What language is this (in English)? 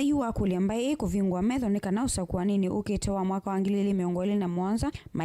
Kamba